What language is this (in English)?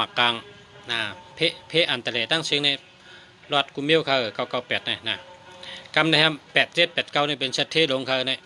Shan